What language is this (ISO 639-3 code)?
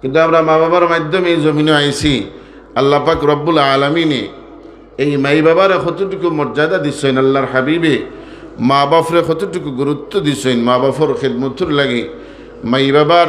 syl